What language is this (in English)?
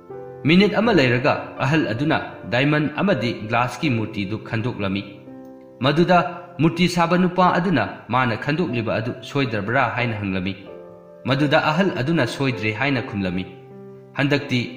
Manipuri